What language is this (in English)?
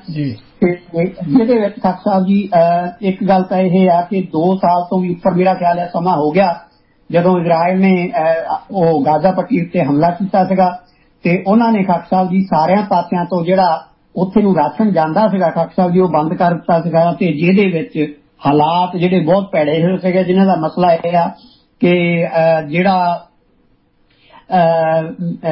Punjabi